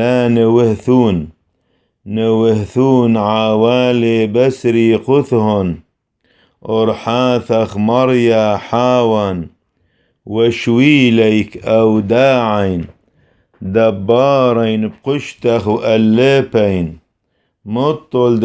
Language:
Classical Syriac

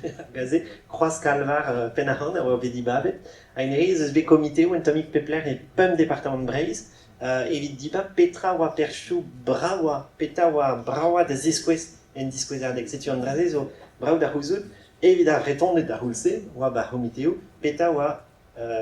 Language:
Breton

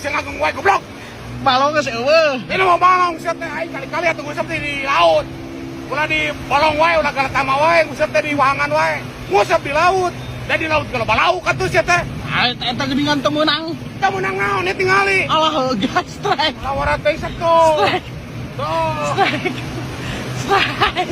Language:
Sundanese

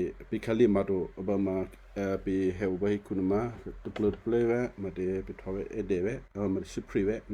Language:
Western Kayah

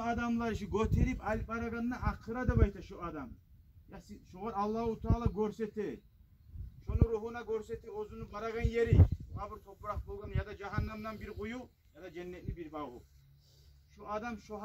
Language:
Kumyk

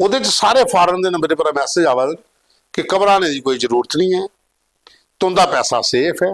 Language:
Dogri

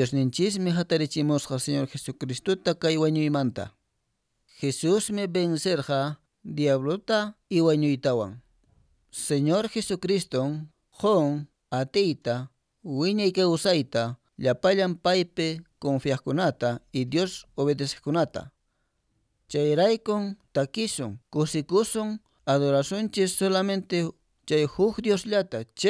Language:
Quechua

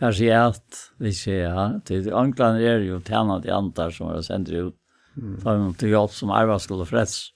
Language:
Faroese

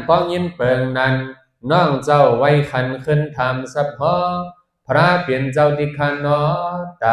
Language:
Shan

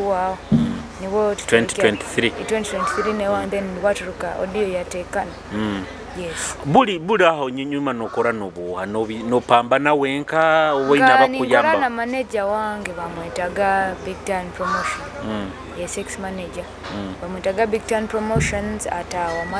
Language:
Nyoro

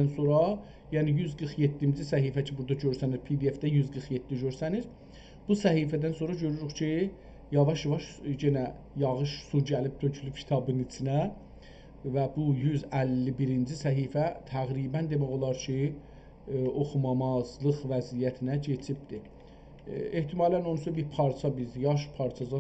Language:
South Azerbaijani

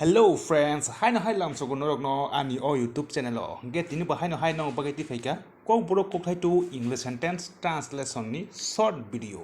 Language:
Kok Borok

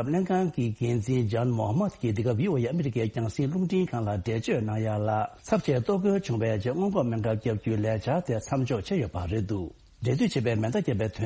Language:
Tibetan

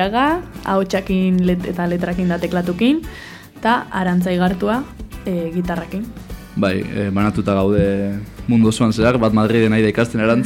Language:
Basque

